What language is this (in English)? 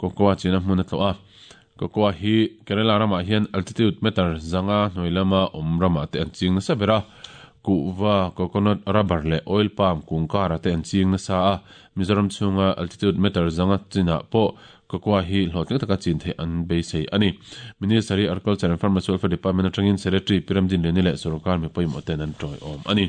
Mizo